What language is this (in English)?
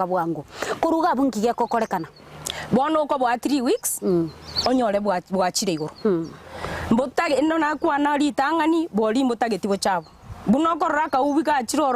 Gusii